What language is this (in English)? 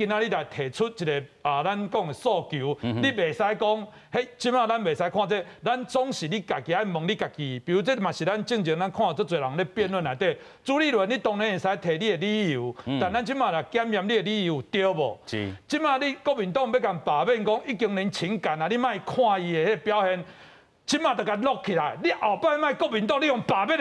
Min Nan Chinese